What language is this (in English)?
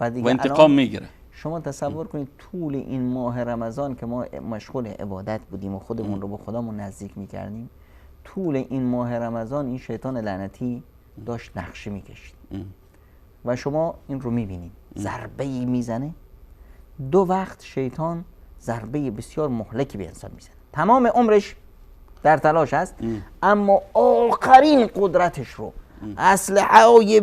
Persian